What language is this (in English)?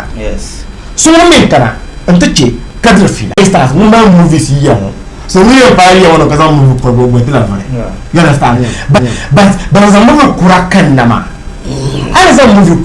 Dagbani